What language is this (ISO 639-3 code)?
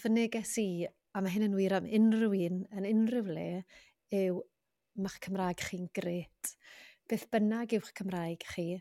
cym